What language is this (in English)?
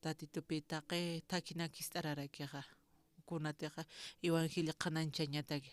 Aymara